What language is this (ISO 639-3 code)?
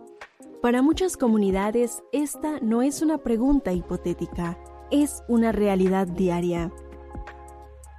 spa